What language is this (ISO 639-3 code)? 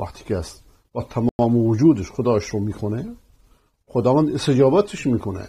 fas